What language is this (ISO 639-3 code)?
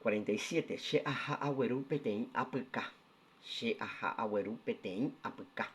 grn